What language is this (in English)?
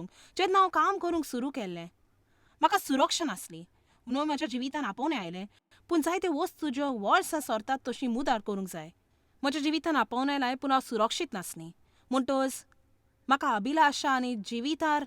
Konkani